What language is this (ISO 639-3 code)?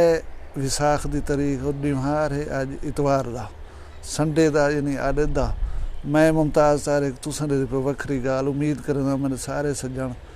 skr